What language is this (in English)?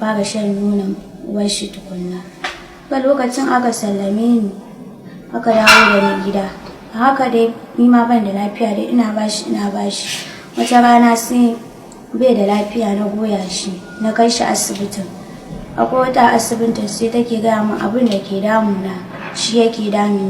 Hausa